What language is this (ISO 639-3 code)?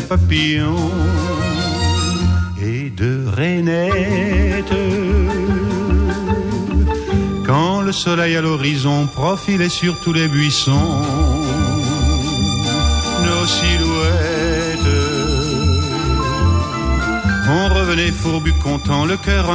fra